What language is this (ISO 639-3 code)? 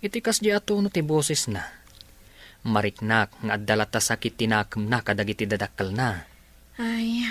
ilo